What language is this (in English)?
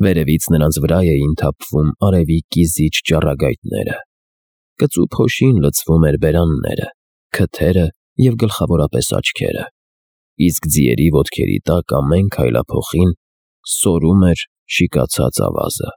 Armenian